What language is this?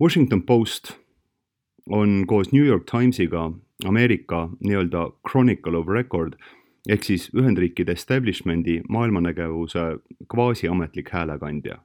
Estonian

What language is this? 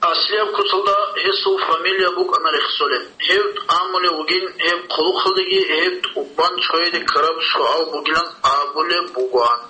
Avaric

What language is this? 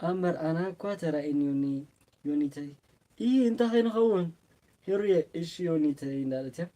Tigrinya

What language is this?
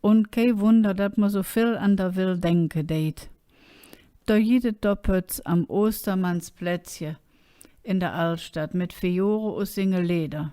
Colognian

